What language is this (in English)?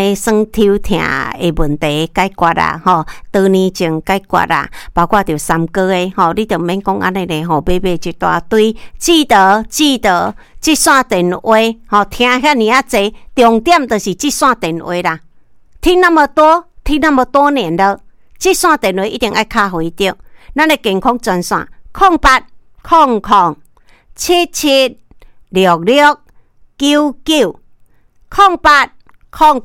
Min Nan Chinese